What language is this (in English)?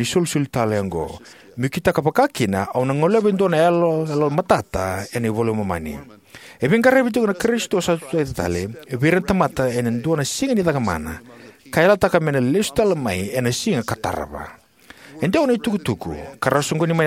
Fijian